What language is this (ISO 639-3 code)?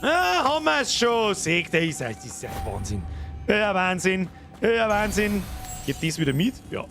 bar